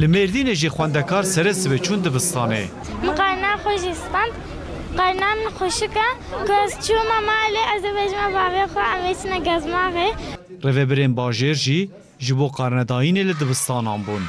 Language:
Kurdish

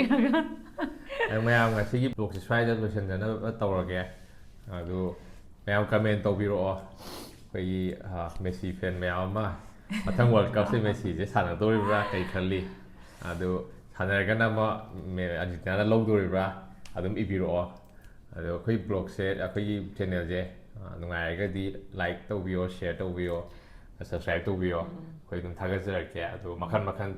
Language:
Manipuri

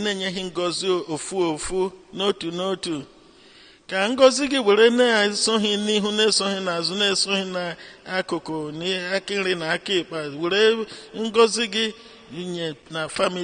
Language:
Igbo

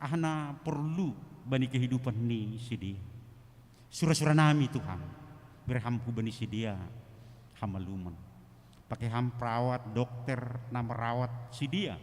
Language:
Batak Simalungun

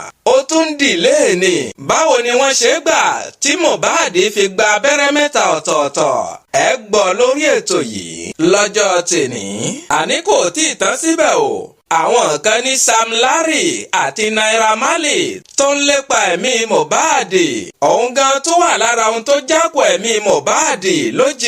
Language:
Yoruba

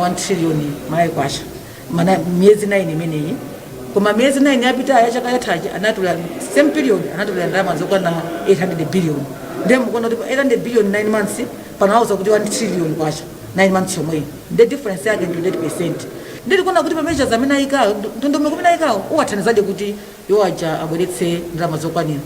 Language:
Nyanja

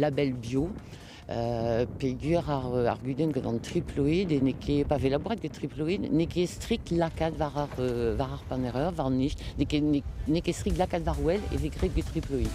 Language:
Breton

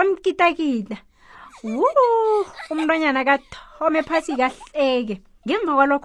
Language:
South Ndebele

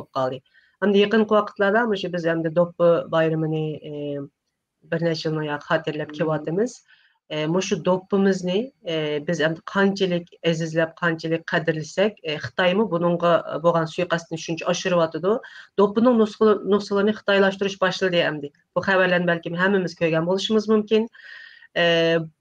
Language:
Uyghur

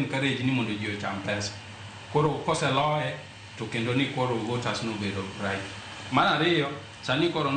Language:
Luo (Kenya and Tanzania)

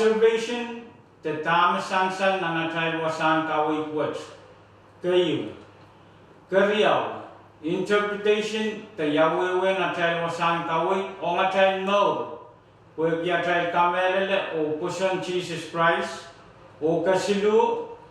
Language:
Pohnpeian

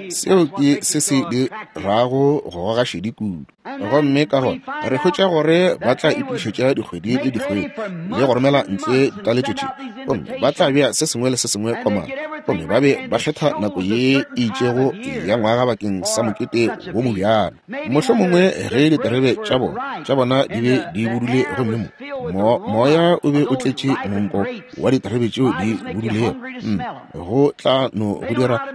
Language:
Northern Sotho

